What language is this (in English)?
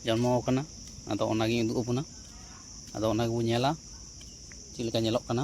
Santali